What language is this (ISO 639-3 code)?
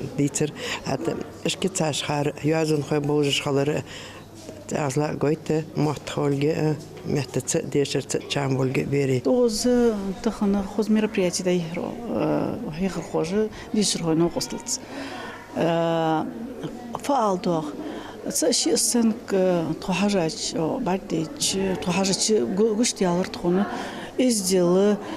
inh